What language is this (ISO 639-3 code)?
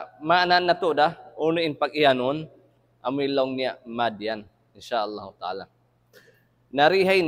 tsg